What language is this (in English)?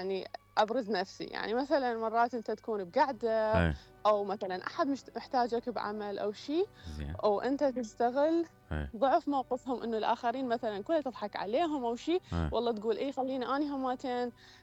Mesopotamian Arabic